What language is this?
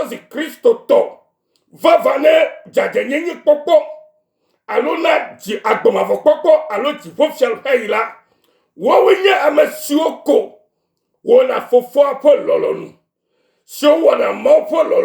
Ewe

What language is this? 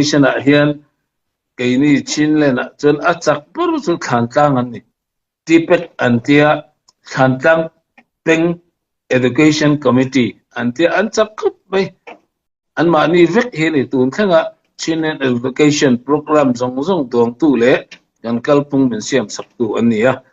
Hakha Chin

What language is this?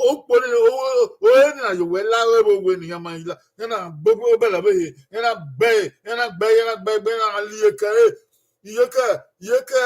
Bini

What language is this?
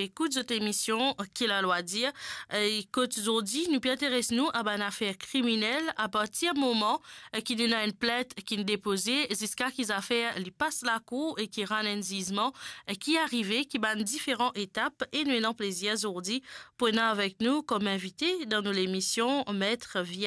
Morisyen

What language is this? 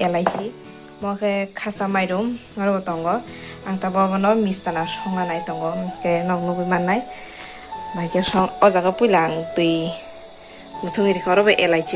Kok Borok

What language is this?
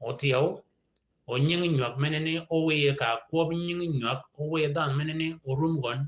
Shilluk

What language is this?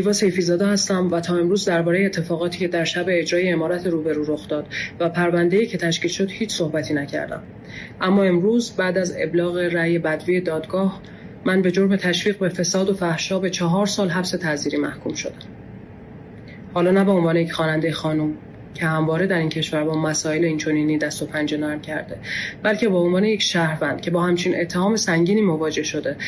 Persian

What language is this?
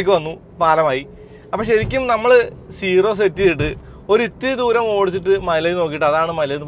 Malayalam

